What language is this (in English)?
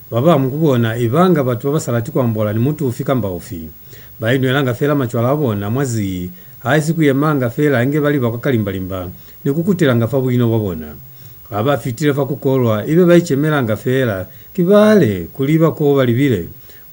Lozi